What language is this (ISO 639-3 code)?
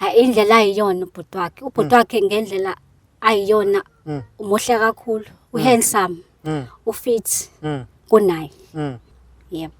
zul